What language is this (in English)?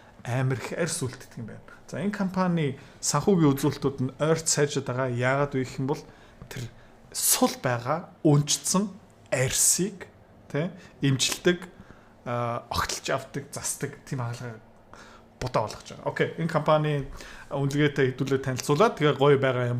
Mongolian